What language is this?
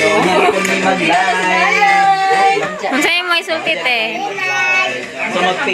Cebuano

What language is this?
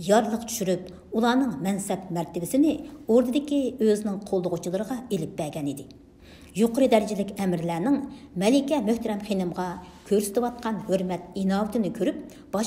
Uyghur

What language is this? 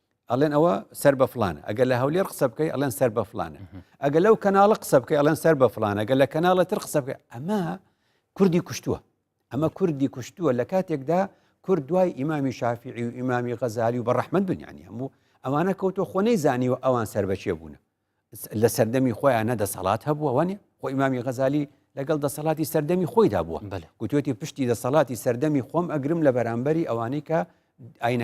Central Kurdish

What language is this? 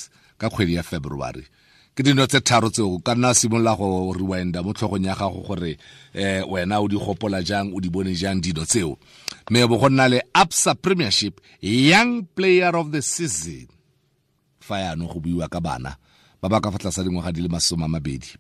Tswana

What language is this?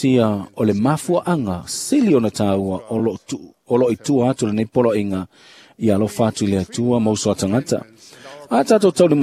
Samoan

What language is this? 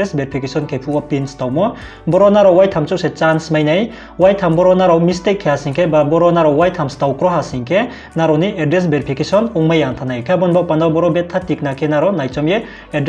Riang (India)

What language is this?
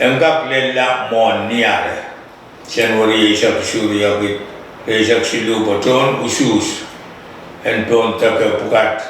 Pohnpeian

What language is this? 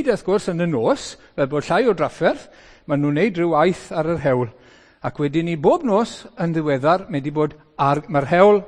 Welsh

